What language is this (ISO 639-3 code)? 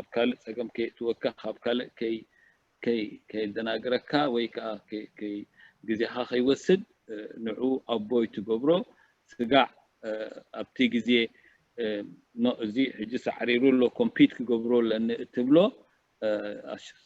tir